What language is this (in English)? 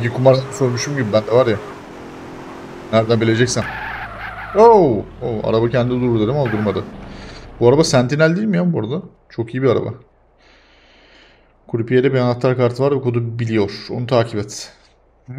Turkish